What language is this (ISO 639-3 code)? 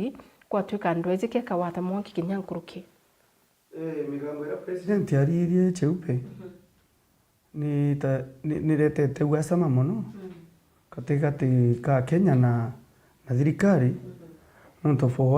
mer